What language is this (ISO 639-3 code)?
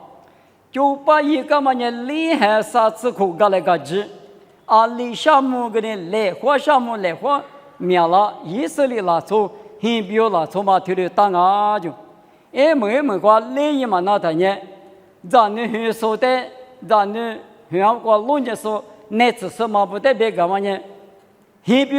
lis